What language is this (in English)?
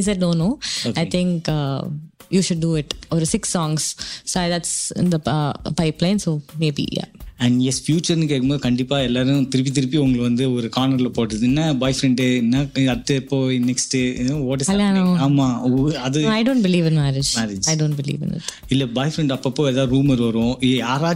Tamil